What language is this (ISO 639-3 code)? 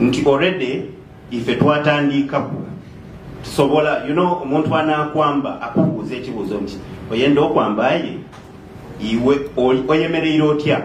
xog